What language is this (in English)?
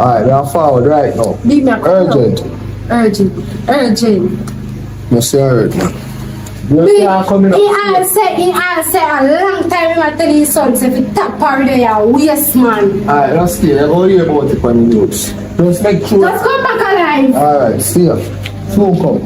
Jamaican Creole English